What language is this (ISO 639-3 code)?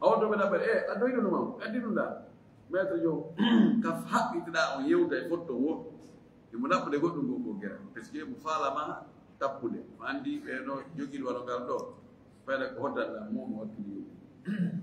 ful